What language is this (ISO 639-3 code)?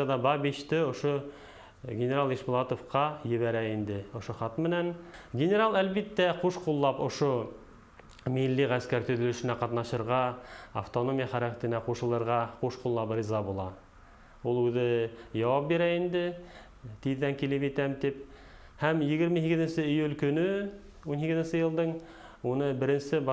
bak